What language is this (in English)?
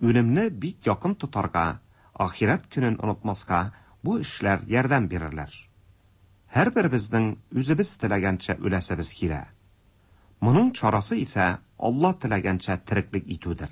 Tatar